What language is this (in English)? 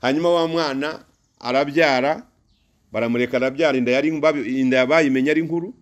Kinyarwanda